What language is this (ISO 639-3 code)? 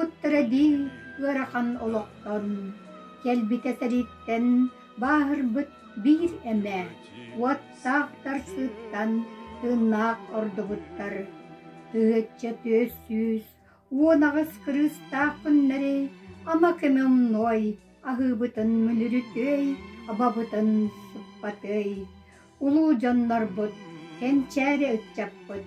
sah